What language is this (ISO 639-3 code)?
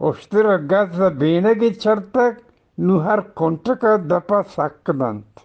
bgp